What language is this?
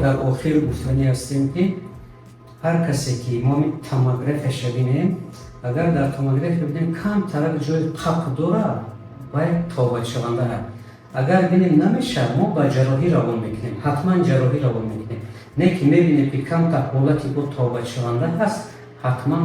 Tajik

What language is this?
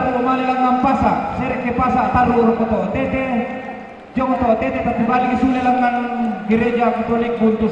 Toraja-Sa'dan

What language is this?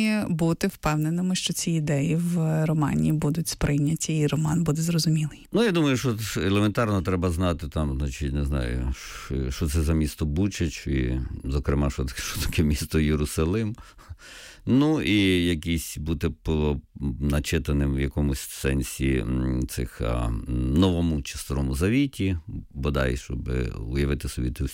Ukrainian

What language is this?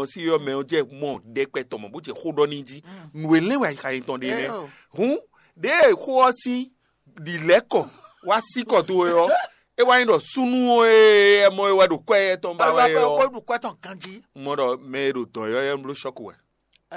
Fon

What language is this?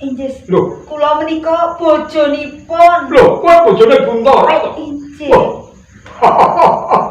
Javanese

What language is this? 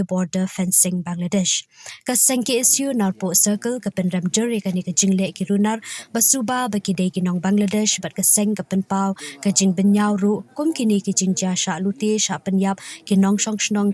Khasi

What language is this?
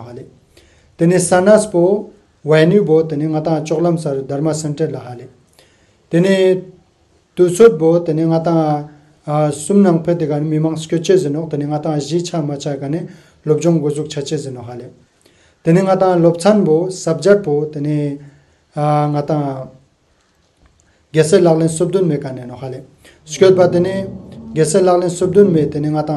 Ladakhi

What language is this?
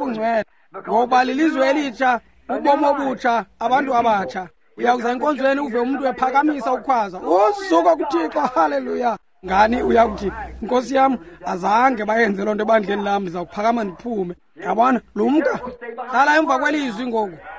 Xhosa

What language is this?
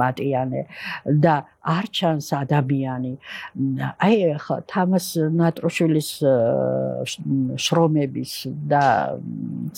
Georgian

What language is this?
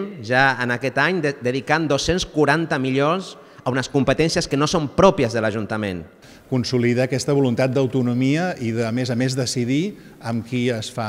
Catalan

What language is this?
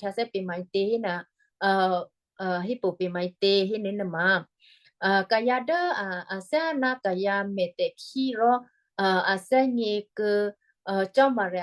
Western Kayah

